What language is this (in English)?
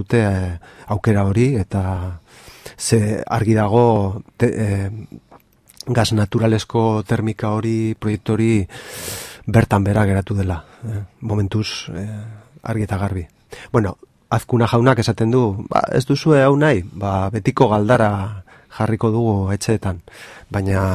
Basque